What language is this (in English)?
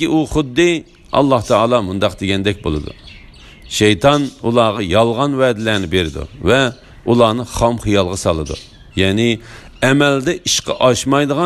Uyghur